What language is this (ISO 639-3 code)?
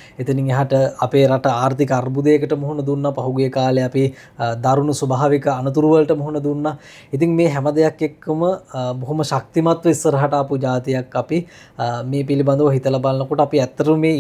sin